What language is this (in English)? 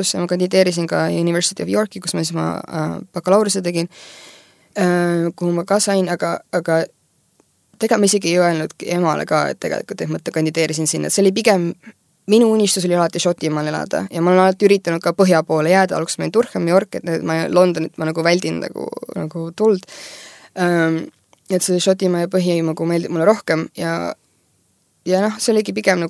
Estonian